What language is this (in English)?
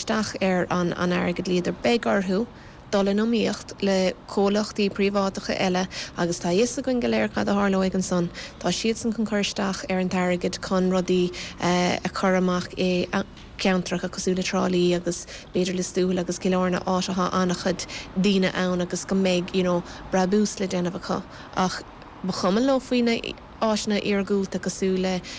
Irish